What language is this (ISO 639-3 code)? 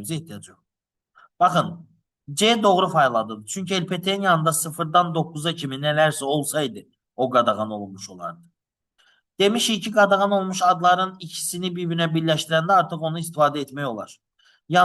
aze